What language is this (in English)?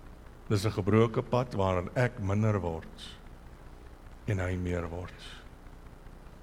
Afrikaans